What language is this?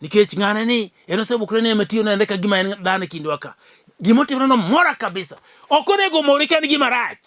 Luo (Kenya and Tanzania)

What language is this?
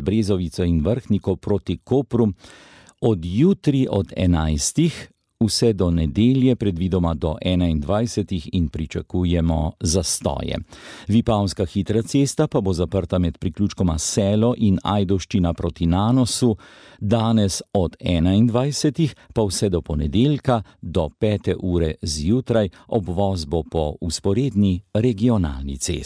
Slovenian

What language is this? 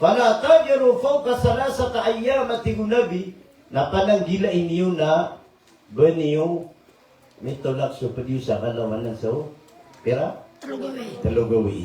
Maranao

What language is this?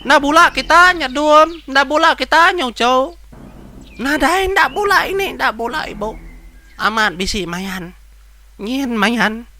Iban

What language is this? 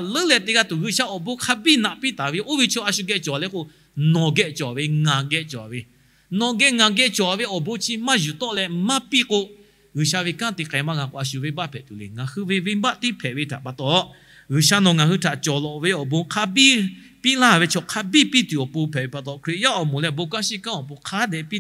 Lahu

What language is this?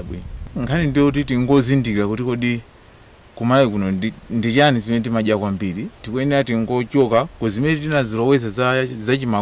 Nyanja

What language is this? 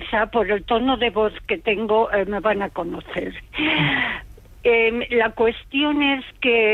Spanish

